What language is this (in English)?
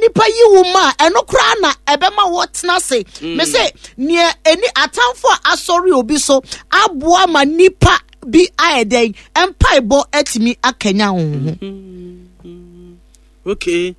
Akan